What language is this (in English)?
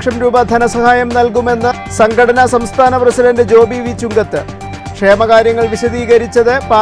Malayalam